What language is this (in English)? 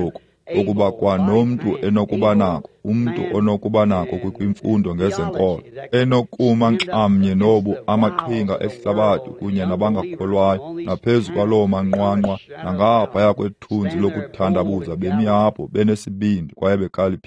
Xhosa